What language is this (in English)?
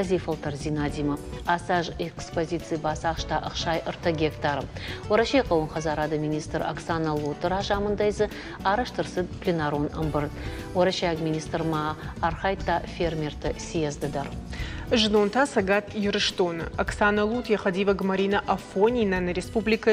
Ossetic